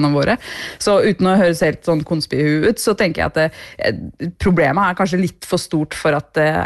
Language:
Norwegian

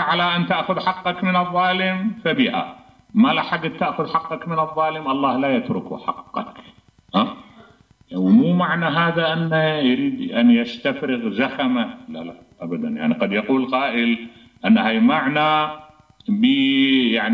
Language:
Mesopotamian Arabic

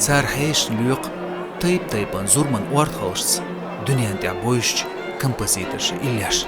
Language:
Chechen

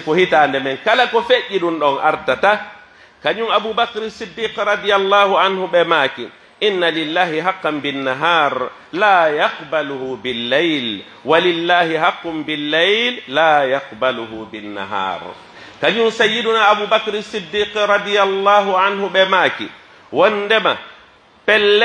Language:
Pular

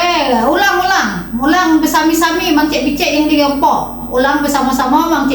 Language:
Musi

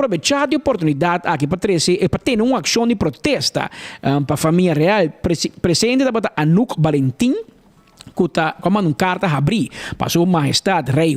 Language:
Papiamento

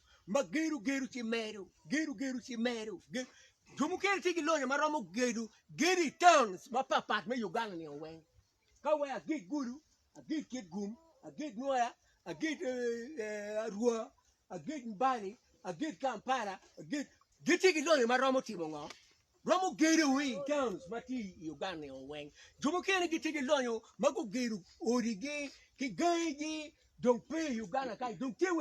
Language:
Acoli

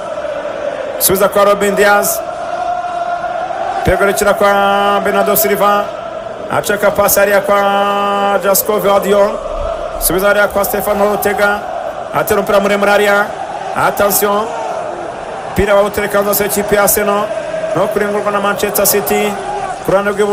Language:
Kinyarwanda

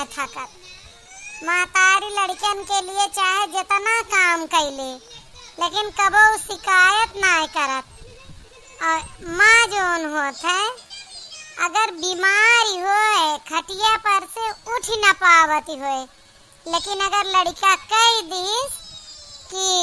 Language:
Awadhi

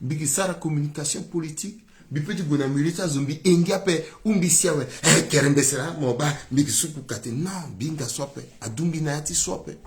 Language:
Sango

